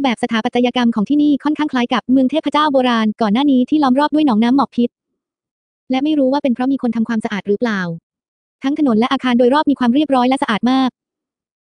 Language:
Thai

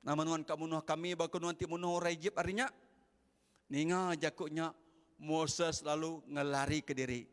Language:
Iban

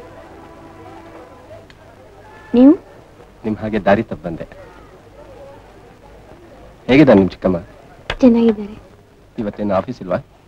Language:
Kannada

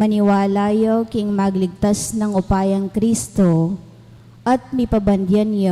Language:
Pampanga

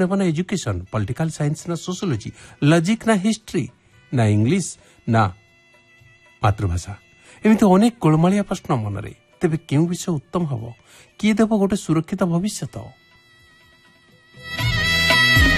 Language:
Odia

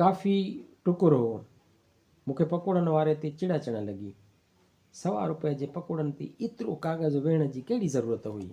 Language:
Sindhi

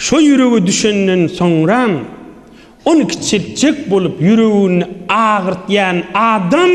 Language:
Turkmen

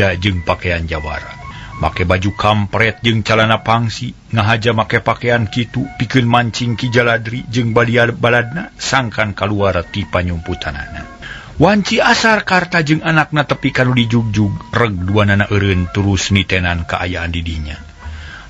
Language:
Sundanese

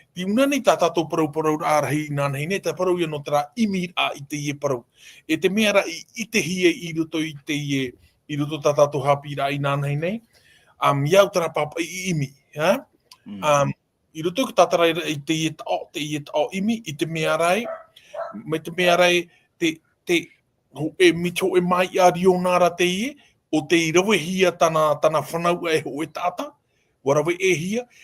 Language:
Tahitian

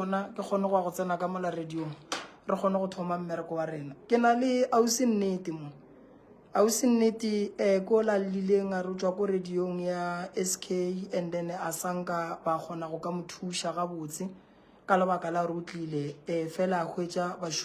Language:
Northern Sotho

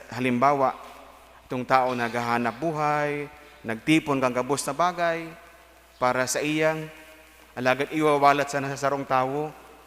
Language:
Bikol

